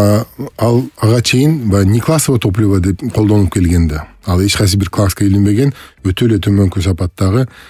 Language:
Kyrgyz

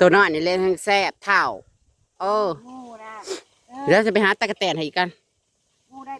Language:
Northeastern Thai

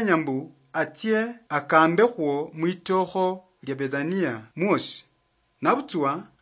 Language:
Luyia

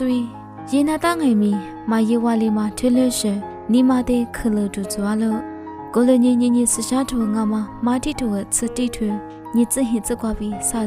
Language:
Lisu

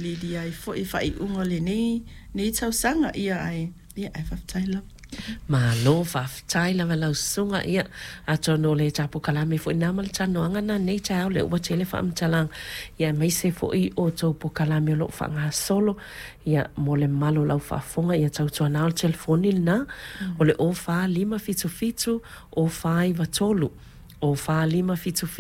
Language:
Samoan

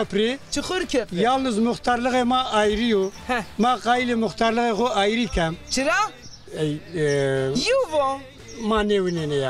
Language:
Zaza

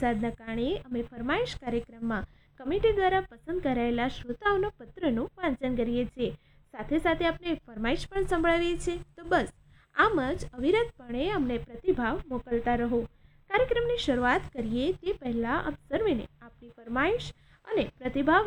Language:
Gujarati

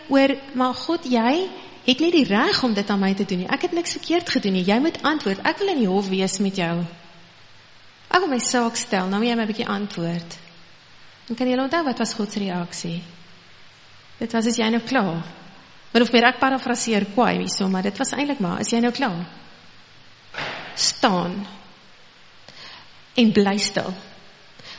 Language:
Afrikaans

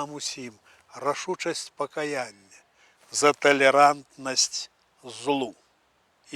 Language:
Belarusian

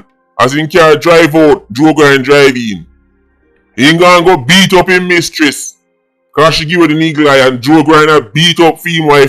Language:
Jamaican Creole English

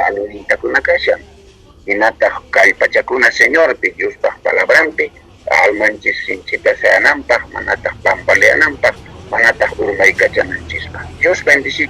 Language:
South Bolivian Quechua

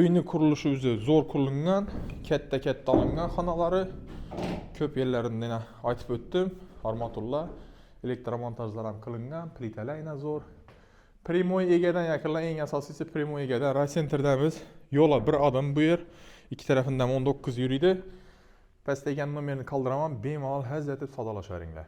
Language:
Uzbek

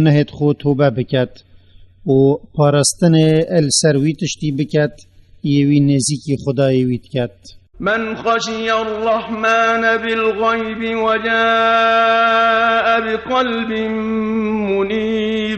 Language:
Kurdish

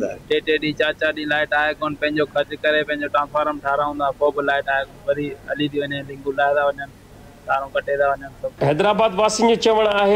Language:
Sindhi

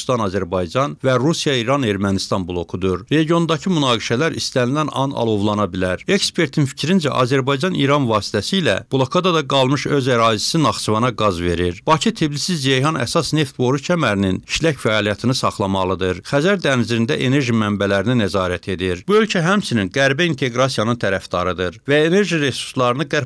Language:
Azerbaijani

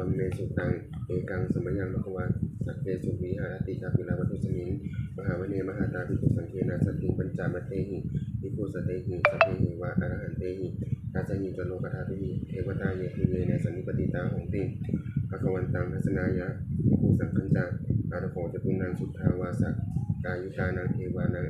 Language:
Pali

